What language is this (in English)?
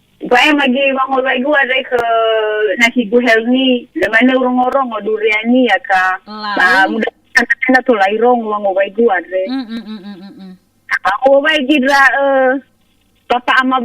Nias